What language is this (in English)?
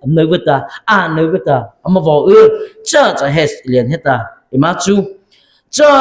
Mara Chin